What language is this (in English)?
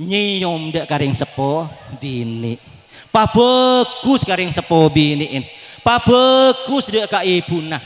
Madurese